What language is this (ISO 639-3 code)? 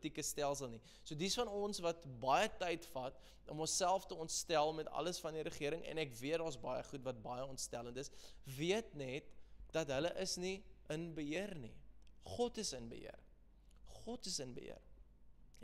afr